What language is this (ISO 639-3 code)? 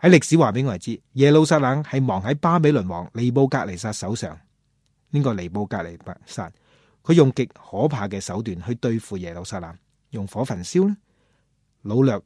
yue